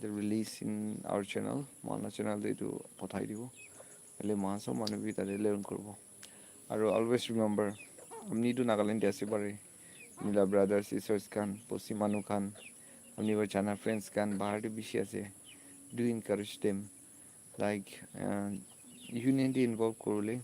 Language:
Naga Pidgin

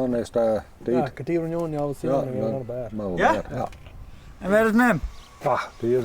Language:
Western Frisian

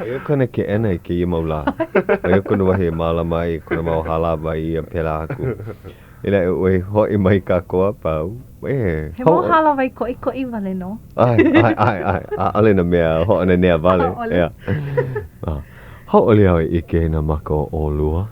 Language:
Hawaiian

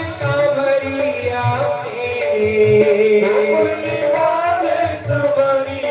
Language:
Dogri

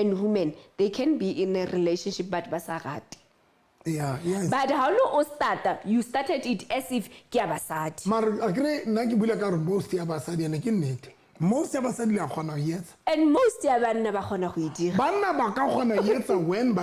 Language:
Southern Sotho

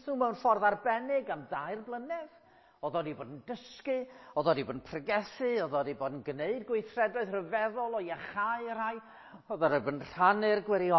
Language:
Welsh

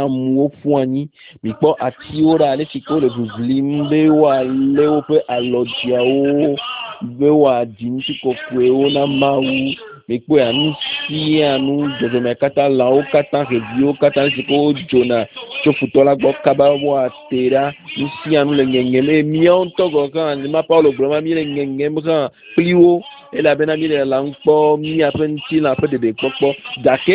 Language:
Ewe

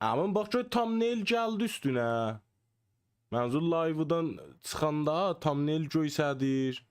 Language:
South Azerbaijani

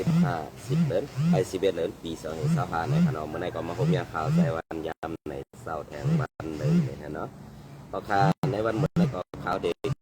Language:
Shan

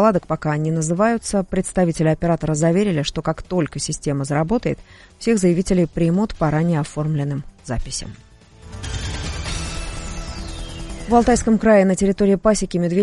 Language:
Russian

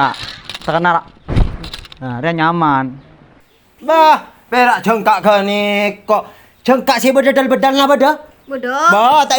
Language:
Madurese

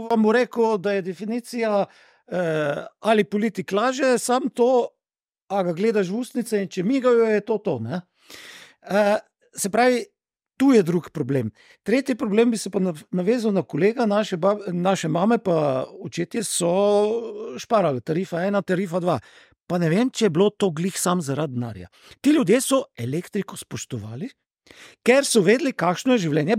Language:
Slovenian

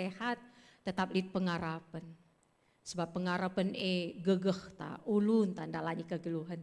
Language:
Batak Karo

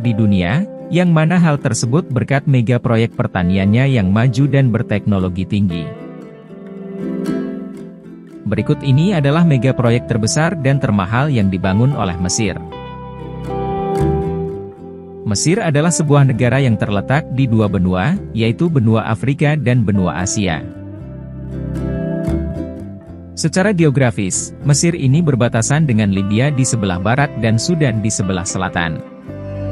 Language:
Indonesian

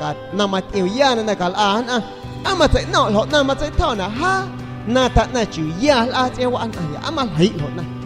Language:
San Pedro Amuzgos Amuzgo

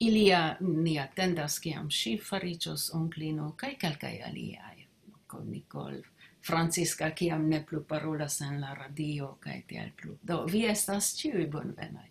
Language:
Esperanto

